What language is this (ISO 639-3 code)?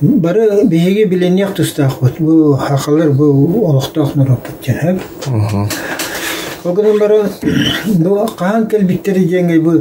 sah